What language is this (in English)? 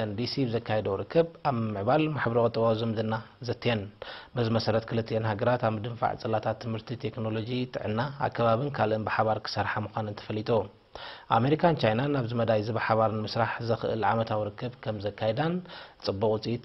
Tigrinya